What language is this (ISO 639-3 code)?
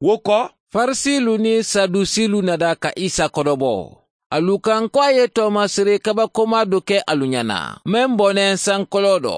man